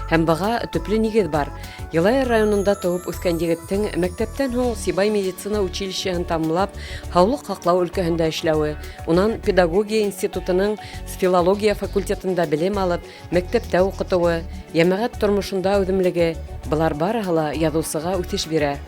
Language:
Bashkir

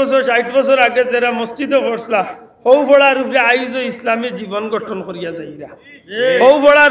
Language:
Sylheti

